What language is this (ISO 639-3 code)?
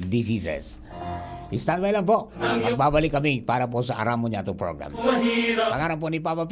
bik